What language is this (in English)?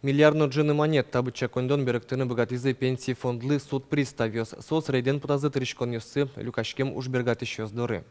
Udmurt